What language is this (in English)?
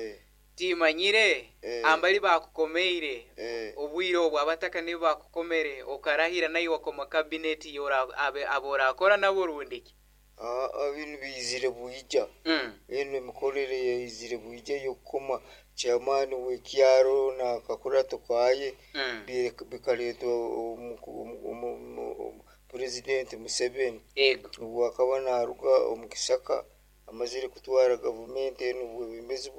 Nyoro